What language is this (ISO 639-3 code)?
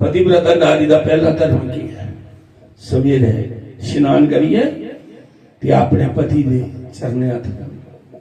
doi